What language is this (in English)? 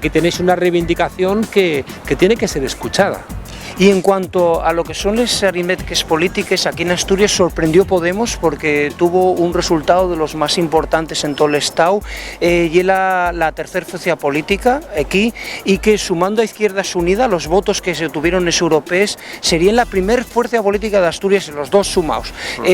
Asturian